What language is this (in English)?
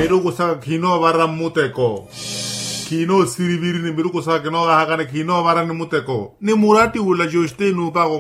Makhuwa